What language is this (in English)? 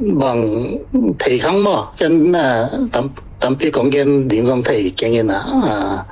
Tedim Chin